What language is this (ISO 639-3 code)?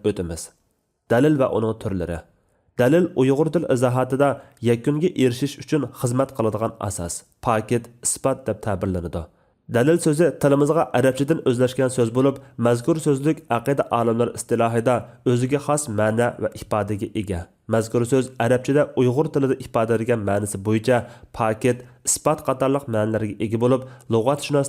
uig